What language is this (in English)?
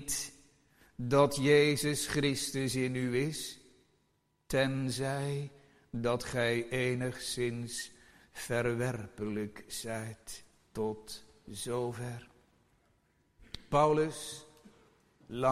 Dutch